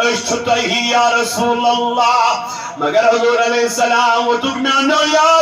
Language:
Kashmiri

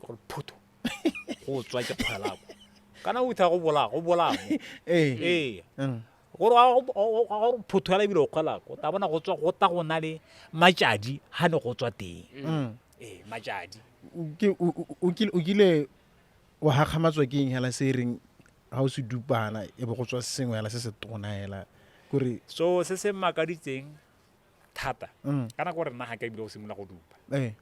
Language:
Tswana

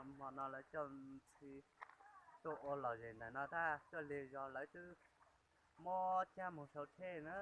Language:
Hmong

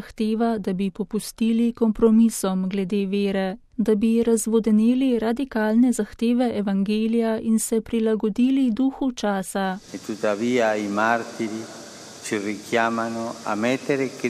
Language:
Slovenian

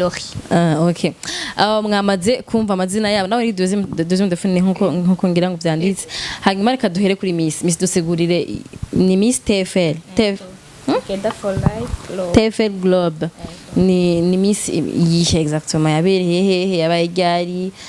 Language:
Rundi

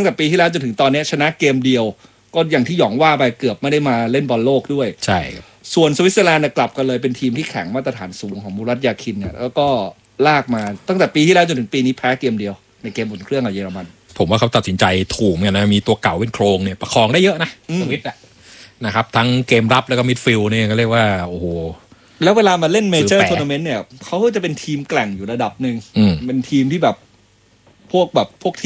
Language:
Thai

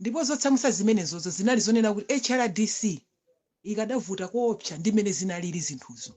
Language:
Nyanja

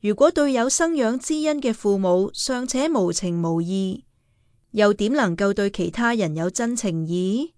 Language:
Cantonese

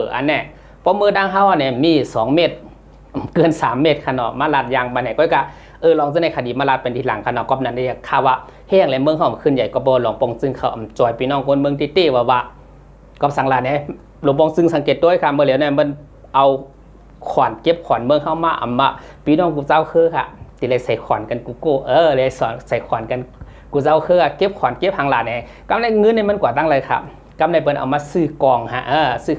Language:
Shan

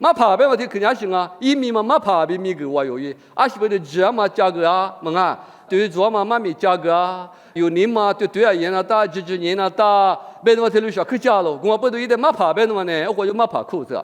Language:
Lisu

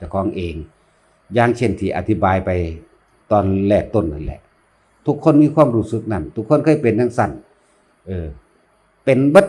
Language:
Lao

